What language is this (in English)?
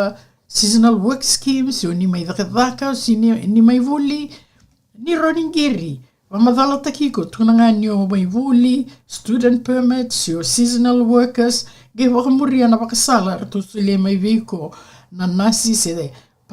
Fijian